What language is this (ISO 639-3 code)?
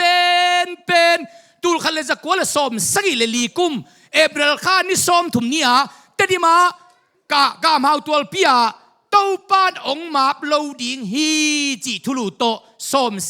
ctd